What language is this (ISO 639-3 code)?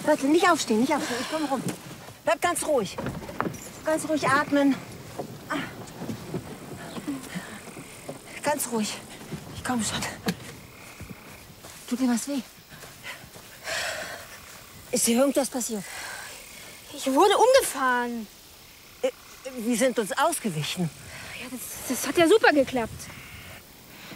deu